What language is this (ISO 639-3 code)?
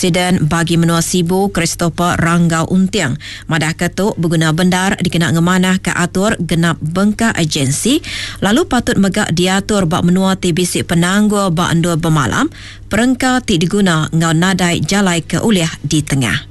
iba